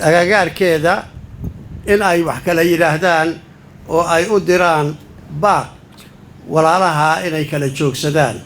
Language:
Somali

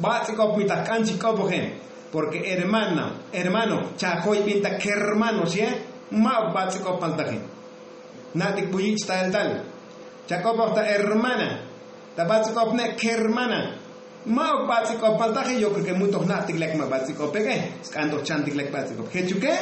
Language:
Tzotzil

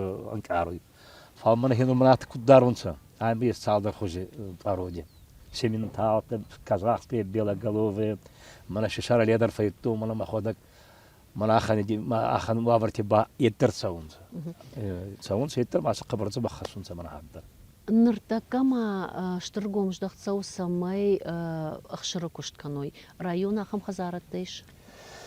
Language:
Ossetic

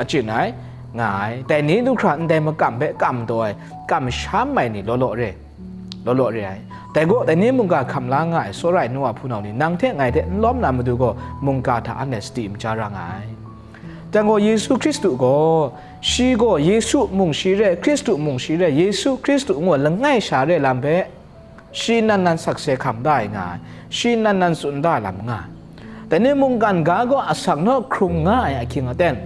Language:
Kachin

